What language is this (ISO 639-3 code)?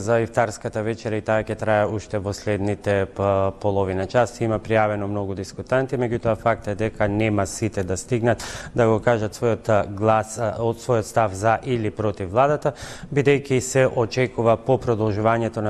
mkd